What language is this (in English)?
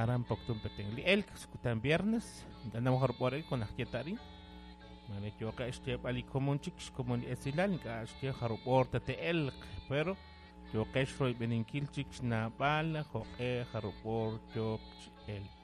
Kekchí